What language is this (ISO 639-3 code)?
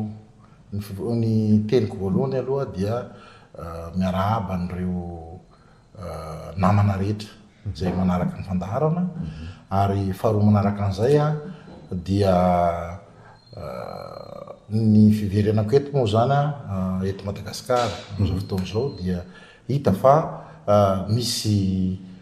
mlg